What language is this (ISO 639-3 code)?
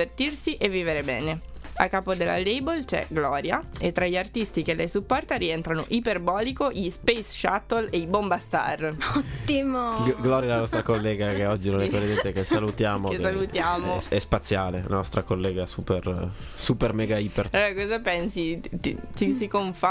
ita